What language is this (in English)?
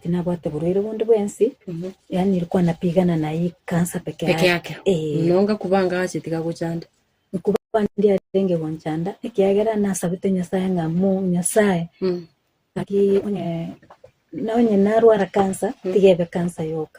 Gusii